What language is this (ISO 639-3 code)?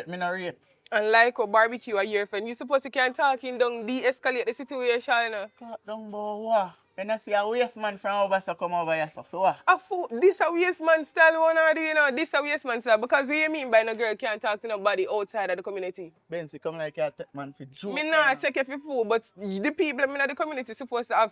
jam